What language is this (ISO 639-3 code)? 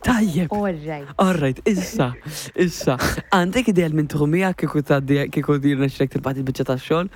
mlt